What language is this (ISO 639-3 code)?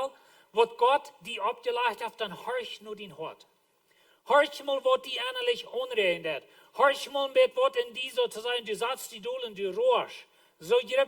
pdt